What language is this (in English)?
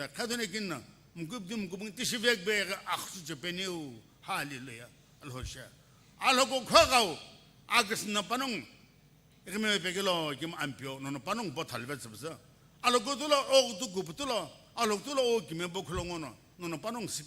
Sumi Naga